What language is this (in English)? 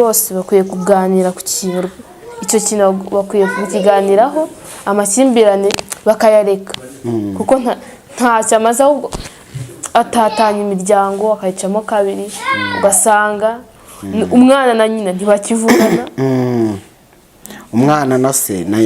Kinyarwanda